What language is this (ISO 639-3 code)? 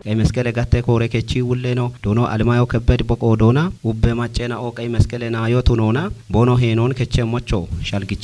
kbr